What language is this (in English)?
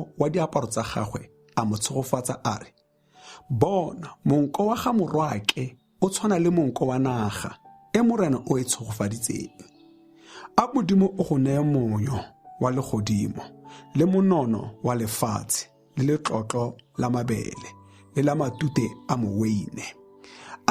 Tswana